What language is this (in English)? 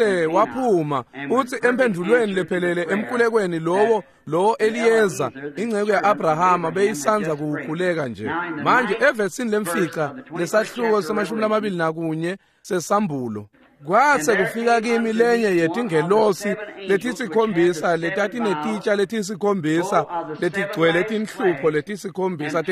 Swati